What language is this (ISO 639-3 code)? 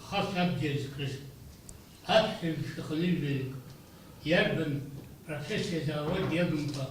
abk